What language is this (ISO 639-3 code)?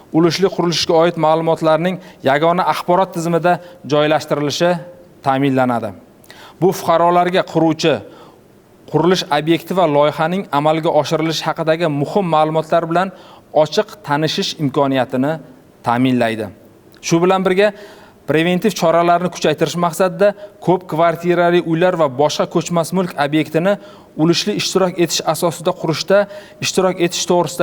uzb